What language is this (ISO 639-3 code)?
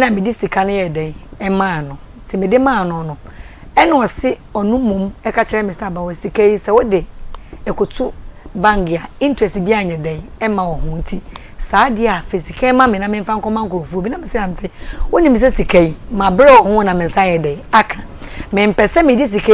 aka